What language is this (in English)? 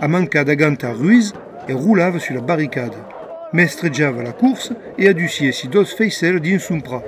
Occitan